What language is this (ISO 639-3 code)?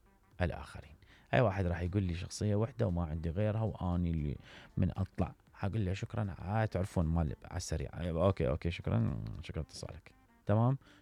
acm